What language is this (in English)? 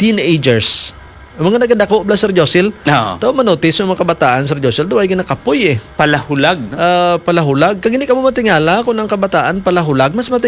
Hiligaynon